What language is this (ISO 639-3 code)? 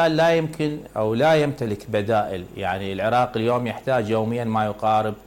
acm